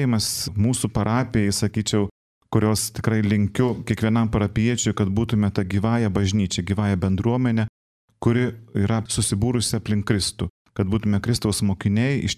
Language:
Lithuanian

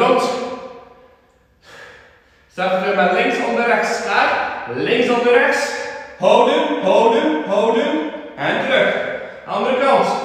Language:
Dutch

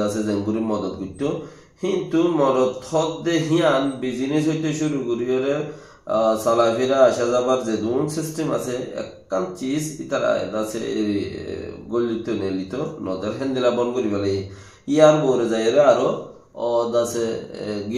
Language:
Rohingya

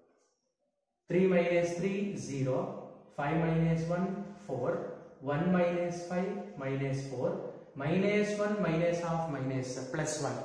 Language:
Kannada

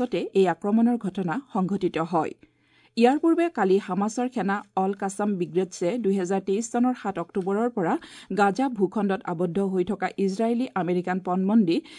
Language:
Assamese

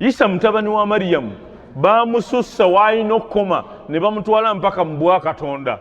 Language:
Ganda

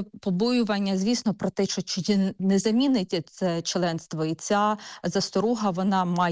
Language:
Ukrainian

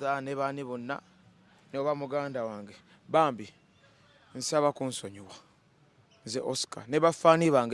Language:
Ganda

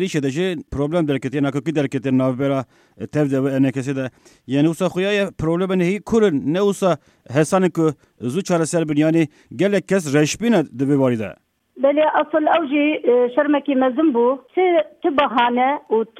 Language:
Kurdish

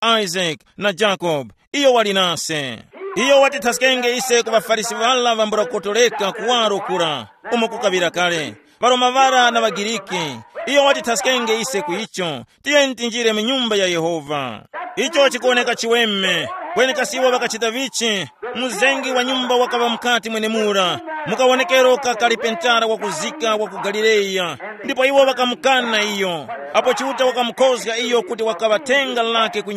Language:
Tumbuka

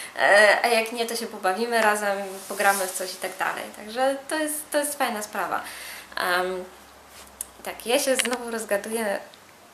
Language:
Polish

